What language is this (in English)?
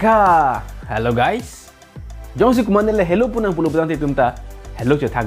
Karbi